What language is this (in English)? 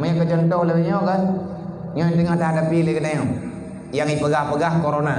Achinese